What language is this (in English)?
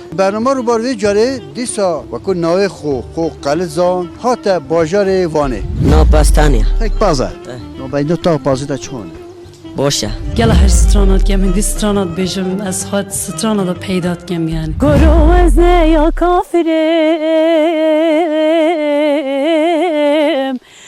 Kurdish